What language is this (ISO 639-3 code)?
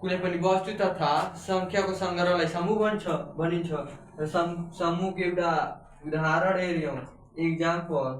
nep